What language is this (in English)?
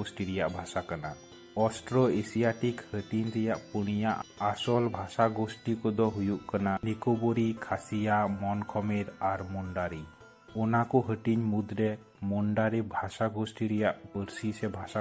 Santali